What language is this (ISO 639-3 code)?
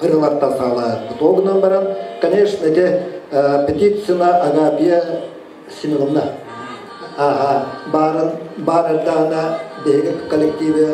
sah